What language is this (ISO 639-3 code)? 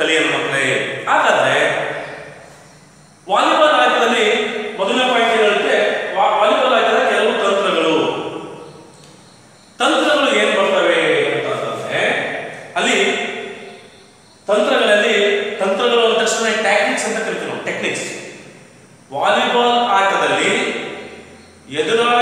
kan